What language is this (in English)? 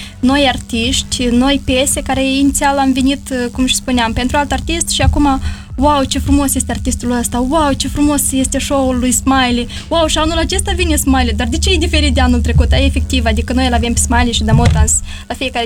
Romanian